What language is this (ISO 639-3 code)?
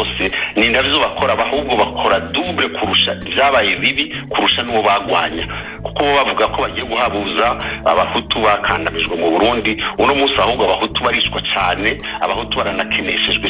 kin